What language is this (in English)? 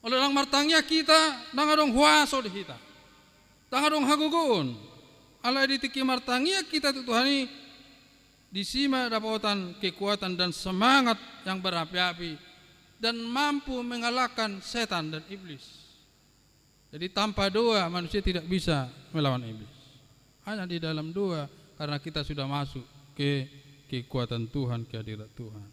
Batak Toba